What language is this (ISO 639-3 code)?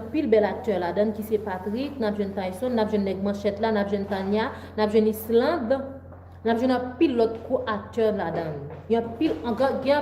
hat